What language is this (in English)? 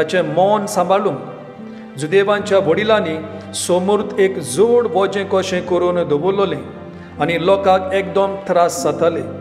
Konkani